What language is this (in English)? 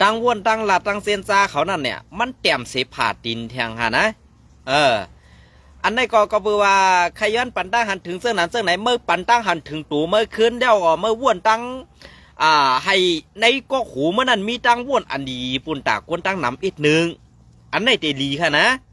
Shan